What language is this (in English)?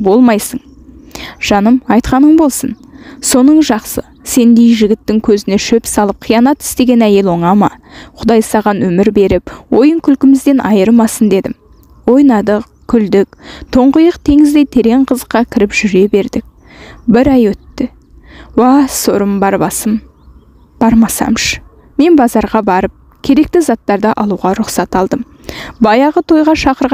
Kazakh